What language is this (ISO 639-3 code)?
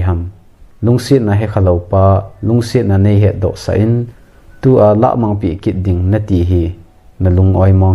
tcz